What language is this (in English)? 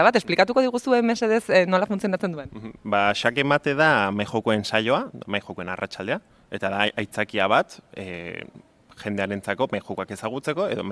Basque